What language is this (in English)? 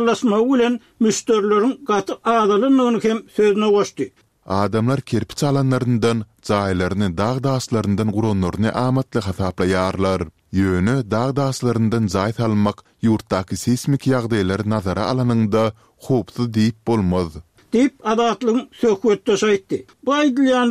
Turkmen